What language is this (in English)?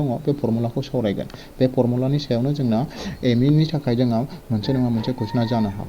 Bodo